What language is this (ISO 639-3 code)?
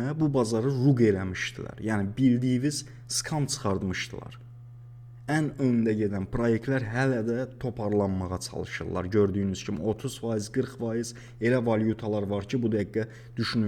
aze